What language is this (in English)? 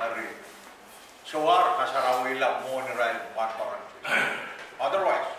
Pohnpeian